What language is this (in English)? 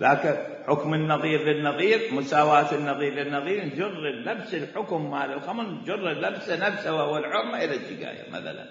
Mesopotamian Arabic